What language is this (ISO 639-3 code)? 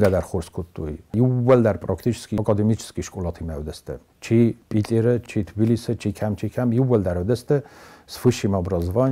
oss